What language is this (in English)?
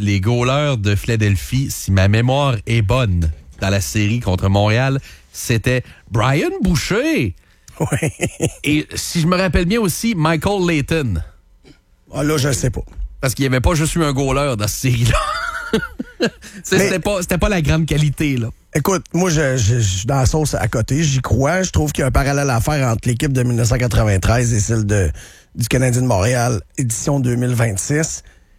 French